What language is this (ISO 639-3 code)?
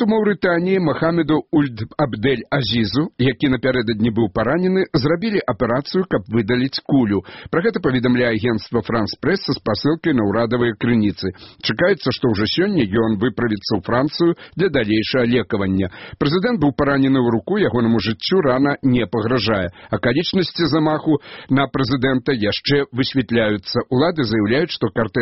bel